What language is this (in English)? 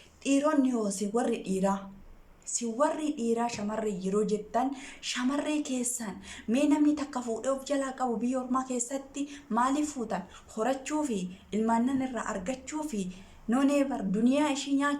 Oromo